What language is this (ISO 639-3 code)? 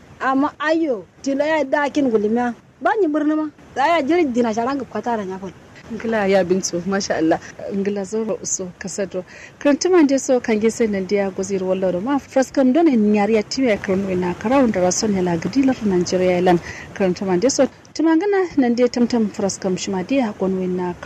kau